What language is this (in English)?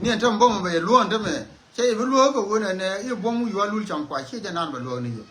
Nuer